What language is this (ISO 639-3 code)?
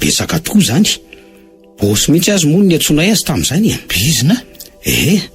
mlg